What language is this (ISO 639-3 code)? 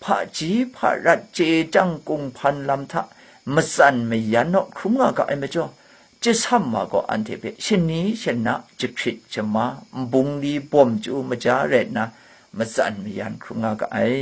kac